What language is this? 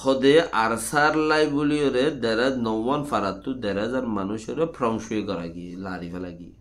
Rohingya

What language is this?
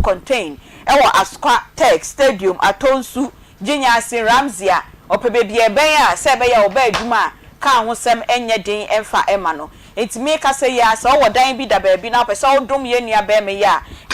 Akan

